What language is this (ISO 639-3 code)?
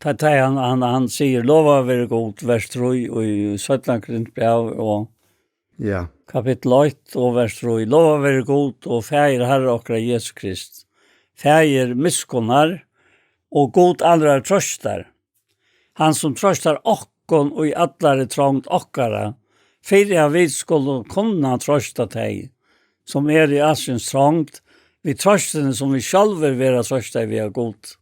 fao